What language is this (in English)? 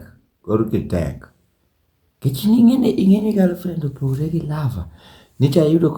Luo (Kenya and Tanzania)